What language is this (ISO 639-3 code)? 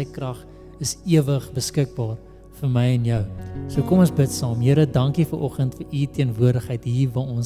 afr